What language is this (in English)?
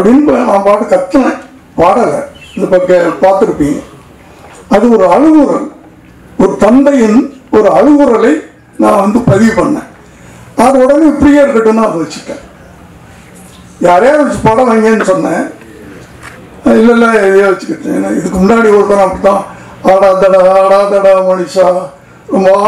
Tamil